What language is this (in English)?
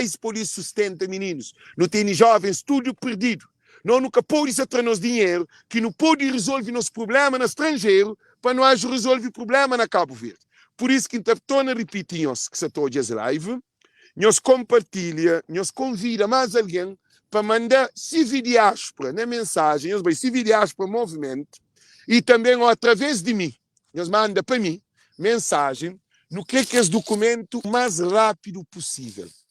Kabuverdianu